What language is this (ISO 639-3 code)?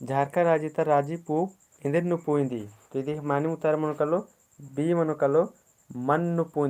kru